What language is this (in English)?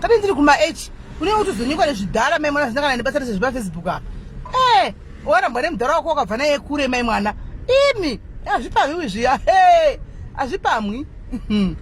Shona